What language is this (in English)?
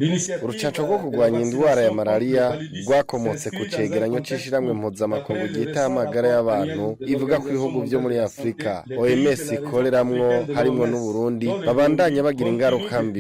Rundi